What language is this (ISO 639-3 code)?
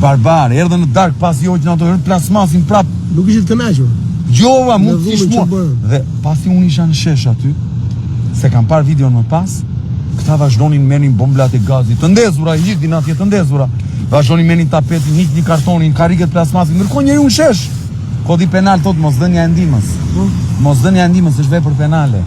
sqi